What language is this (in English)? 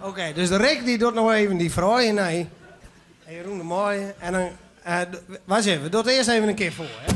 Western Frisian